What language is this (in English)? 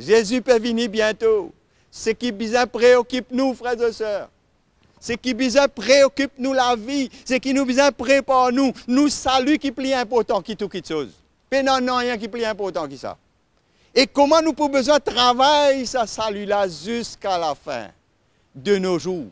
Morisyen